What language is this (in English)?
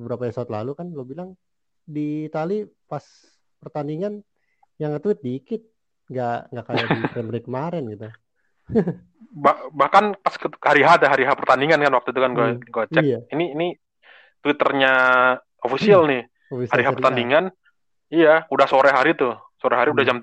Indonesian